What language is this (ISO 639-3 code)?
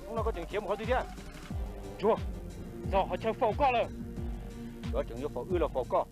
hmn